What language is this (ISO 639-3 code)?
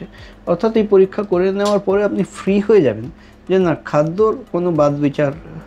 ben